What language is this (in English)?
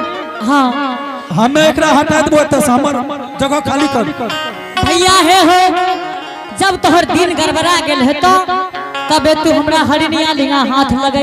Angika